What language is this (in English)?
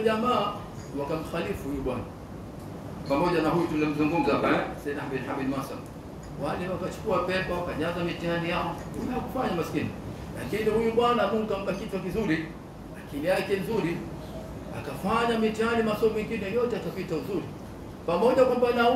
Swahili